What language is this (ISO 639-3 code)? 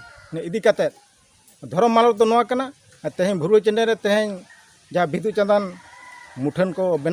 sat